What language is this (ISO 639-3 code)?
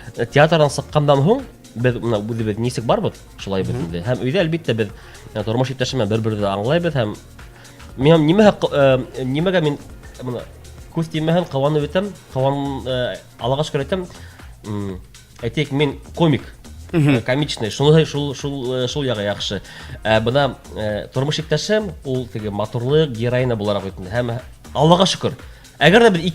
bak